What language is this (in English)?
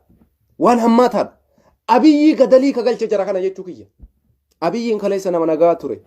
Oromo